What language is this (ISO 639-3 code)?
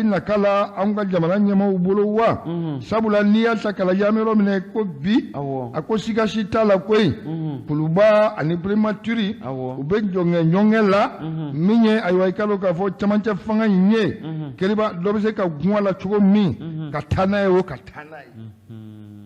bam